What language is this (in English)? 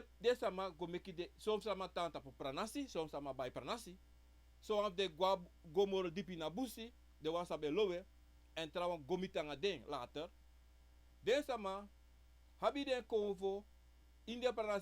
Sranan Tongo